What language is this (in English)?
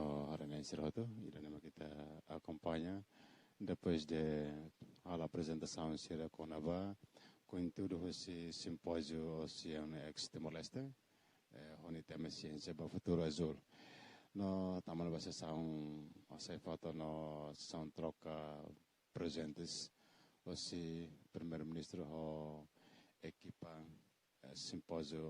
Tetum